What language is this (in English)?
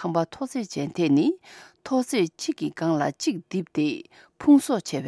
Tibetan